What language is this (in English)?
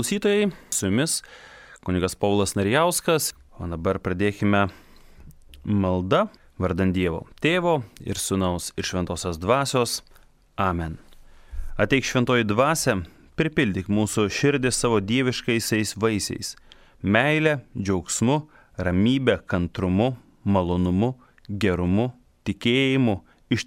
Lithuanian